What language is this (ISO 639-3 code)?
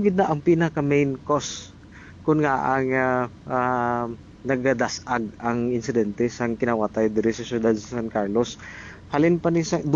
hil